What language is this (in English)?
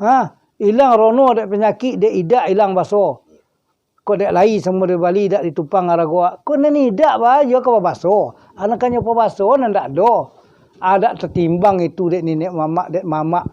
Minangkabau